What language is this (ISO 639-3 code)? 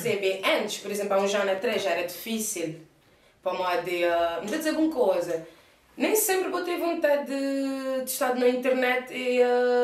kea